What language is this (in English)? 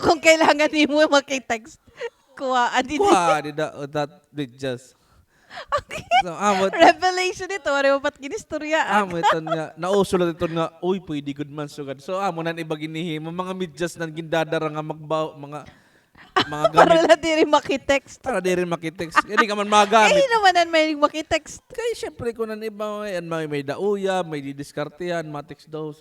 Waray